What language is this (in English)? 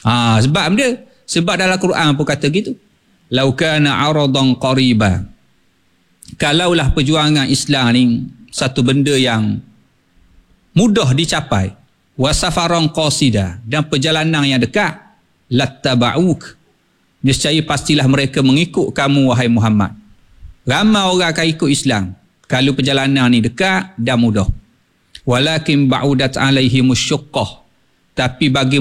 Malay